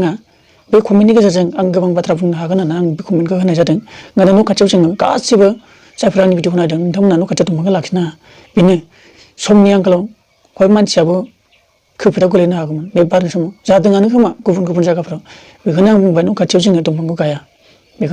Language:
Bodo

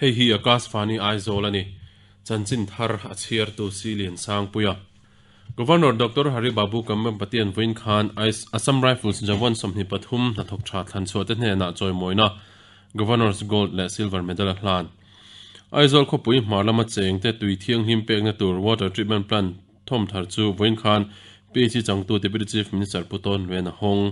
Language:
Mizo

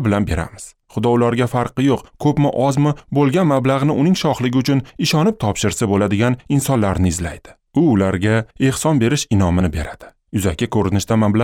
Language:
Uzbek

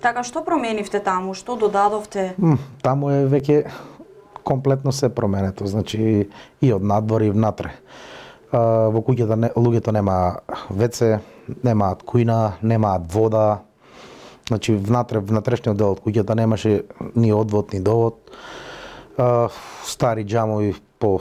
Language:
Macedonian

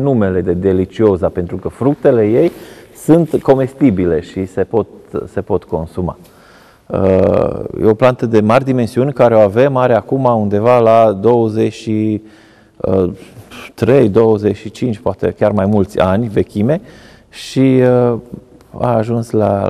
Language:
Romanian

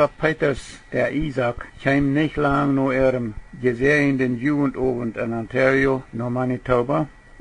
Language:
Plautdietsch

